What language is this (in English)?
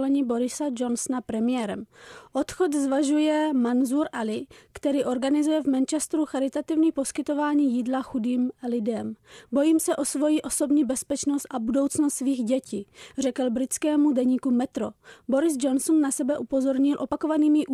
Czech